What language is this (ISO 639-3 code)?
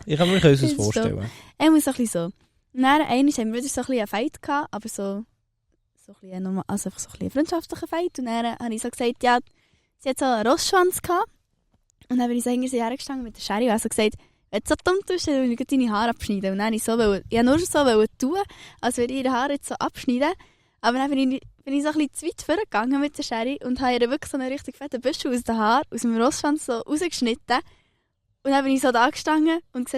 gsw